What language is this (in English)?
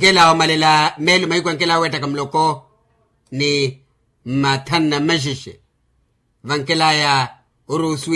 Makhuwa